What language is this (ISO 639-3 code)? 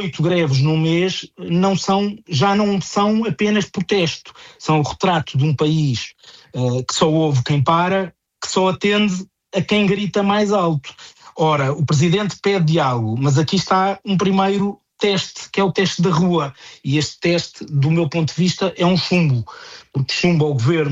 por